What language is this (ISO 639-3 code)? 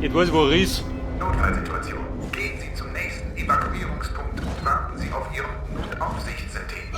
bar